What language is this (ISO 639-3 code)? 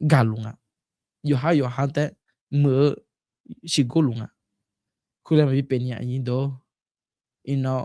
ahk